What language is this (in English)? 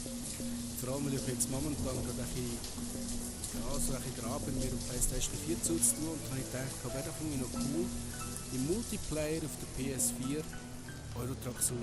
Swiss German